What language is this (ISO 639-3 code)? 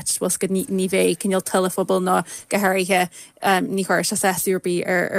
gle